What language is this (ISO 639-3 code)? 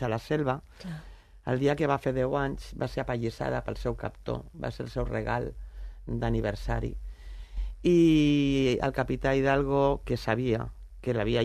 cat